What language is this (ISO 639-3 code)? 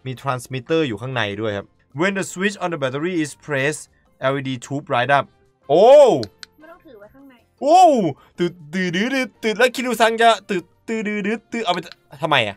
tha